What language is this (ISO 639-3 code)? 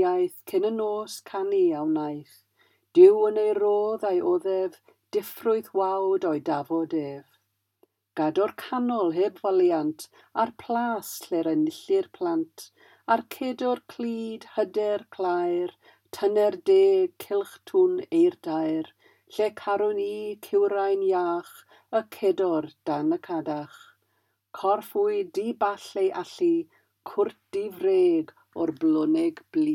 cym